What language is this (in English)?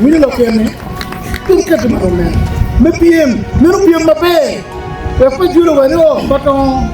Acoli